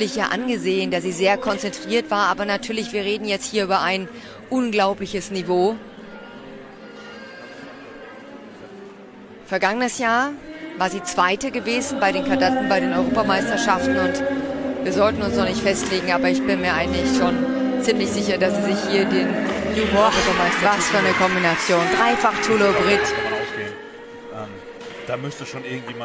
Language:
German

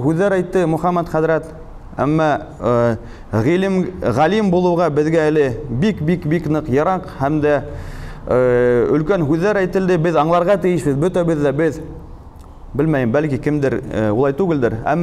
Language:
Bashkir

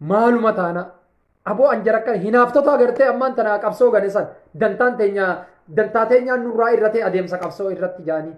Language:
Oromo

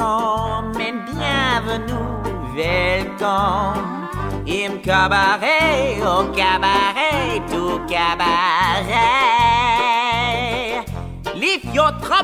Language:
Estonian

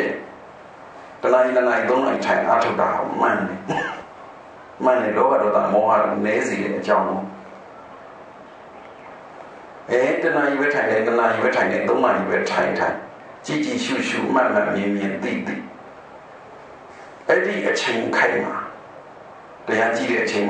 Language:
Burmese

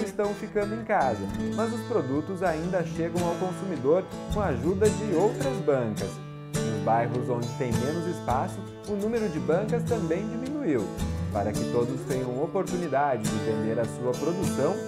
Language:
Portuguese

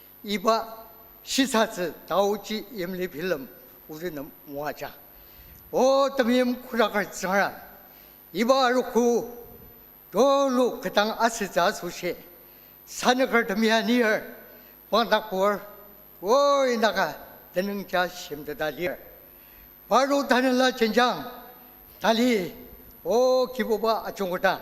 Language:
Ao Naga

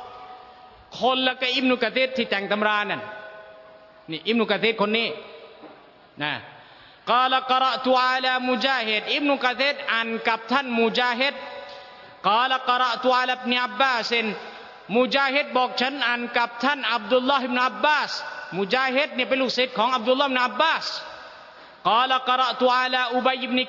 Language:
Thai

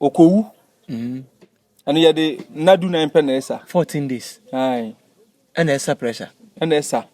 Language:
Akan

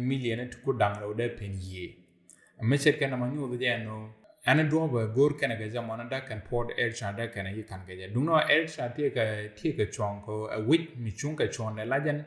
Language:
Nuer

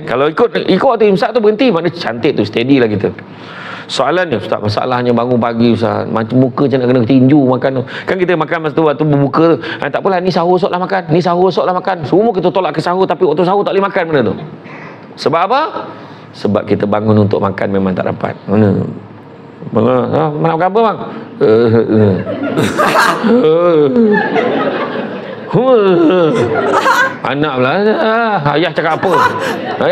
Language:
Malay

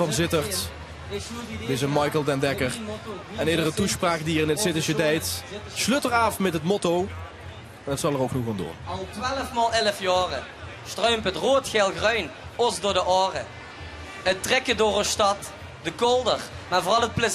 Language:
Limburgish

